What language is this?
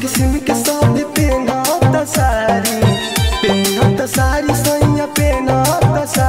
Bhojpuri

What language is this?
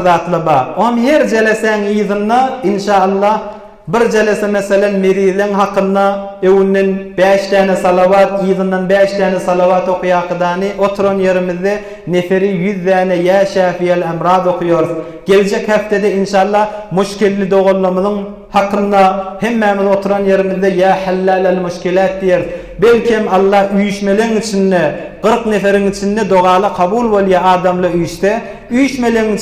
Turkmen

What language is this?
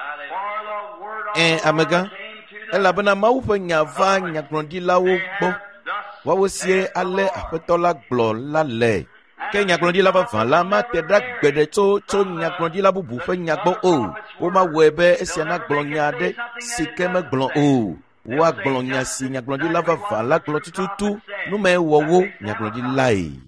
Ewe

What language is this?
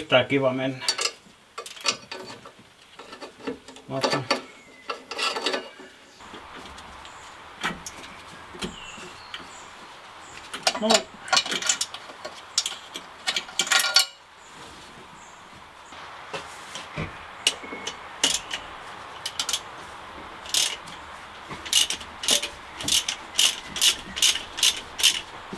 Finnish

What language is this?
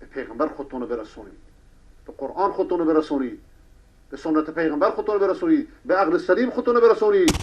Persian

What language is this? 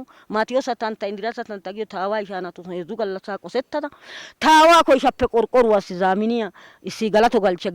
Wolaytta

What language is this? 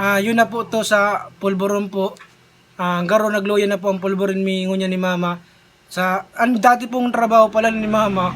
Bikol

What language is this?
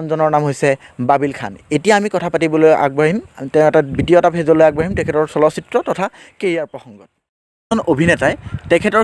Assamese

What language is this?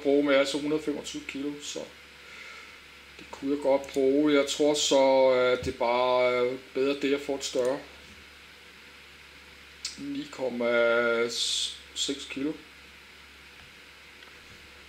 Danish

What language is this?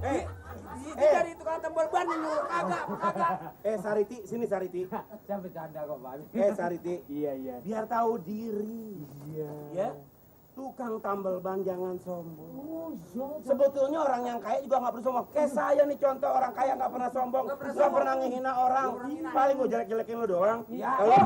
Betawi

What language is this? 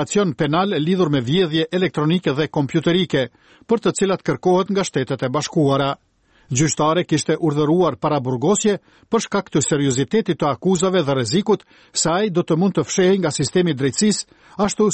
Albanian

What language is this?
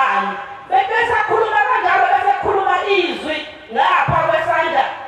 Zulu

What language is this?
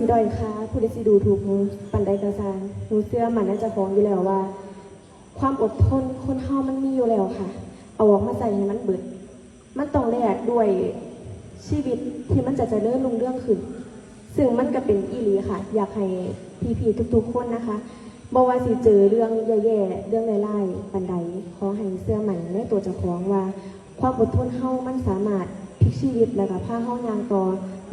Northeastern Thai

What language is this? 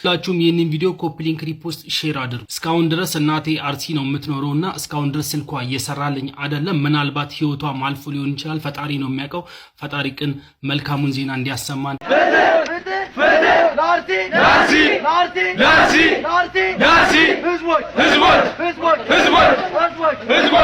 Amharic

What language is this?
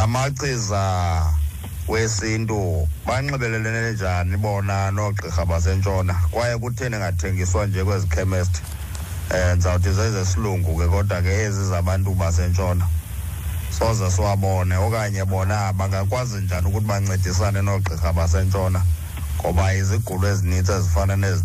Xhosa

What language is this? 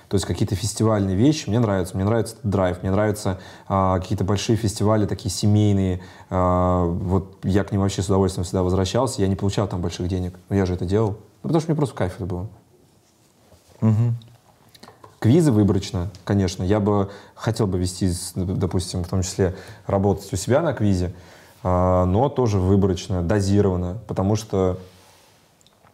Russian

